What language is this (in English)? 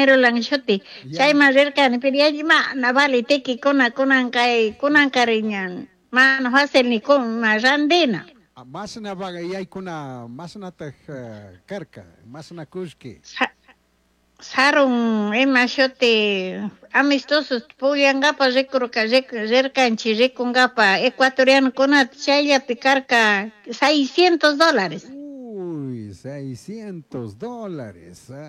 Chimborazo Highland Quichua